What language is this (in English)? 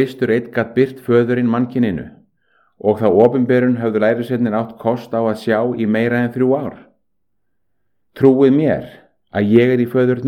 Icelandic